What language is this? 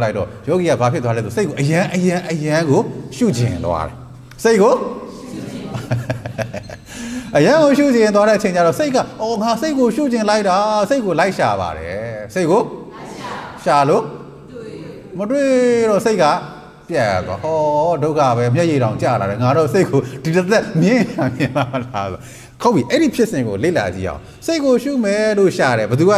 Burmese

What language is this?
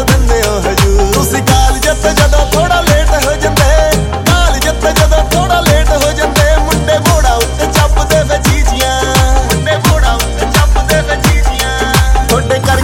Punjabi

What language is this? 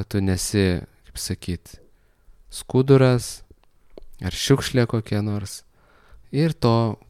Lithuanian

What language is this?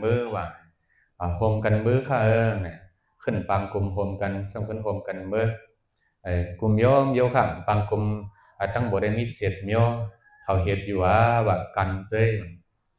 Shan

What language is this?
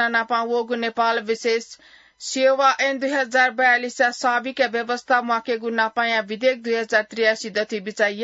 Newari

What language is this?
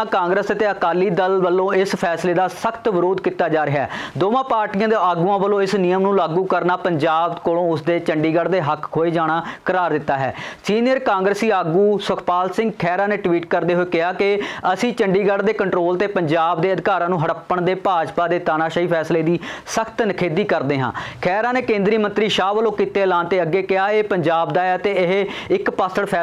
Punjabi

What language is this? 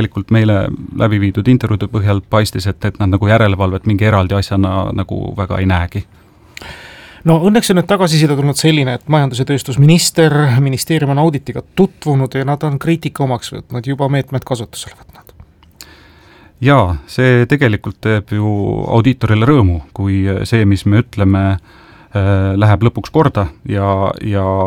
Estonian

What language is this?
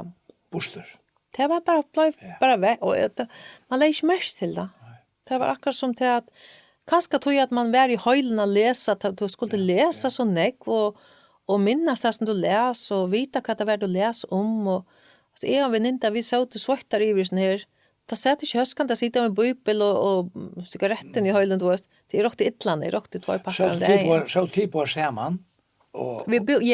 Faroese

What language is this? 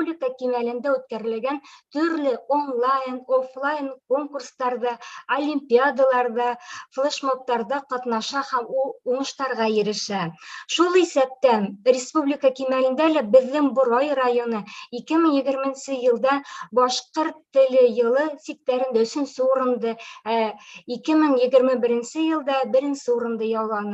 Bashkir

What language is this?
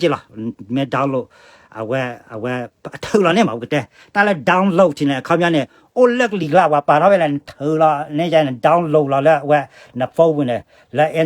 S'gaw Karen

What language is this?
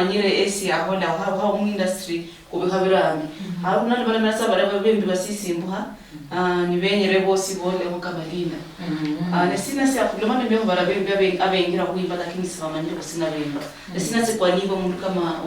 Luyia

